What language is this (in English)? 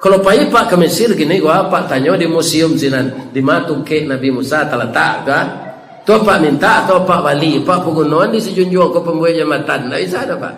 Minangkabau